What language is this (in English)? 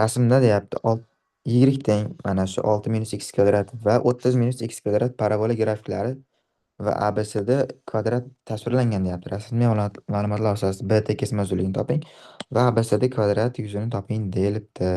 Uzbek